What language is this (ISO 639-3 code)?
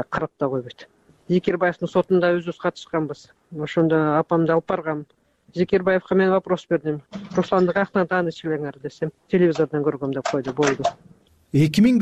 kir